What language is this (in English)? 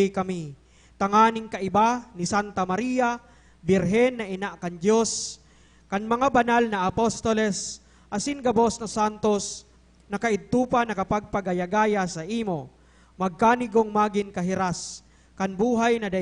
Bikol